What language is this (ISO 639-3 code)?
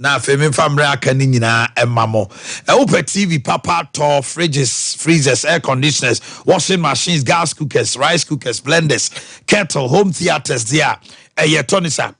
aka